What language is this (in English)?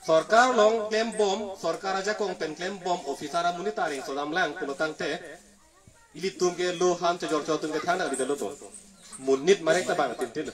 Karbi